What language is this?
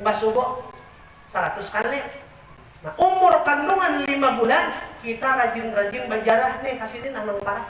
Banjar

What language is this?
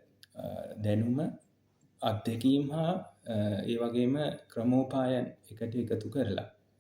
Sinhala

